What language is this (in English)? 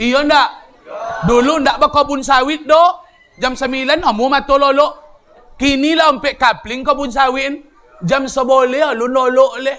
Minangkabau